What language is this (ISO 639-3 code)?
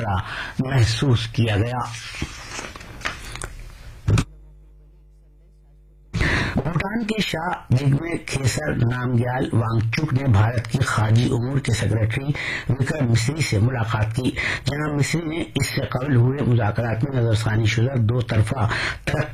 urd